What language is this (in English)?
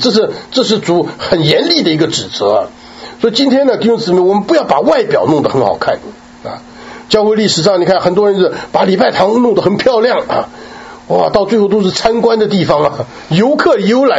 Chinese